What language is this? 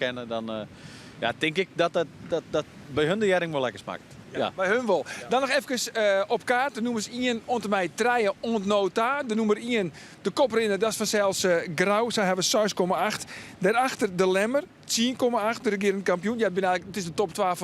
Western Frisian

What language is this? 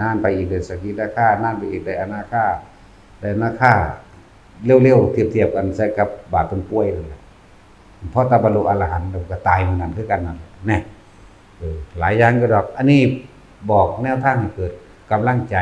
Northeastern Thai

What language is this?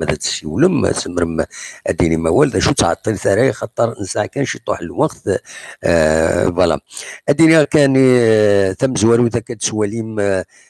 Kabyle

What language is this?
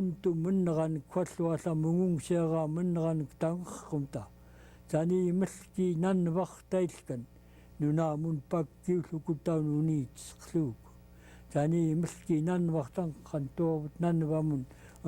Central Yupik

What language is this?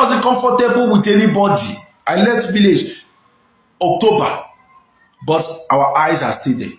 Igbo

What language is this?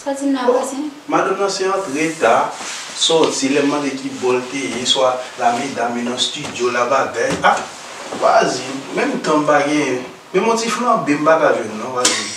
Haitian Creole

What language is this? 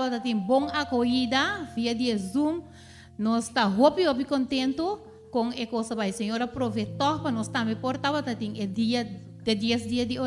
Papiamento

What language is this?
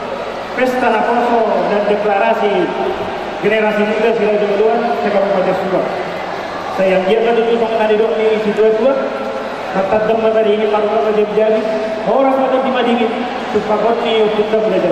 Batak Toba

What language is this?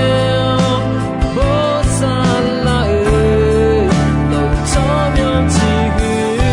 Akha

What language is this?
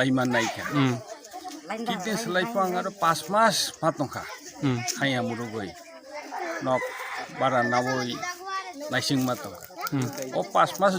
Kok Borok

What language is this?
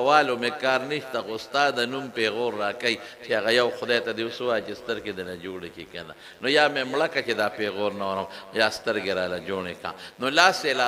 Pashto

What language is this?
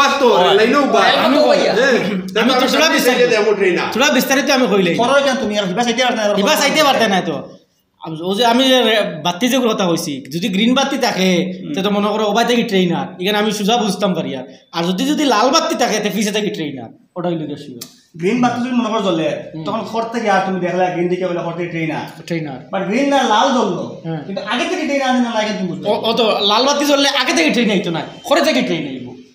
Sylheti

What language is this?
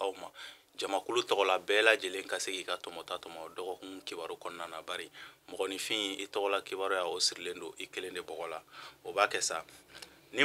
Bambara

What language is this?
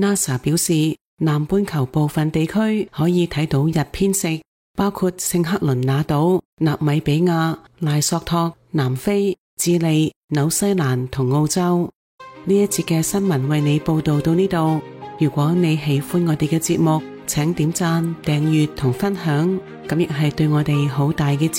Cantonese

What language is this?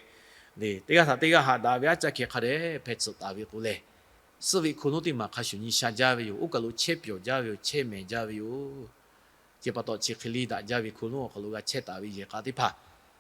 Lahu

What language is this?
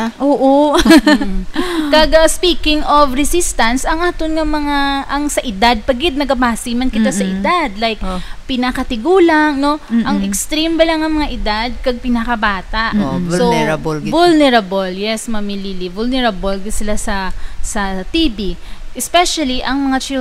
Hiligaynon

